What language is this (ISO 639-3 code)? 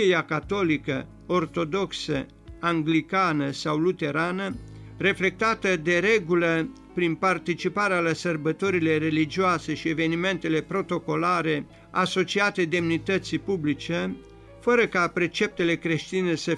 ron